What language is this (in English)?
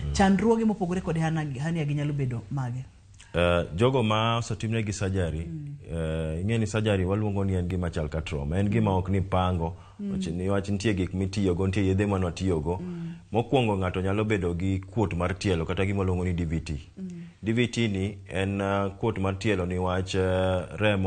Luo (Kenya and Tanzania)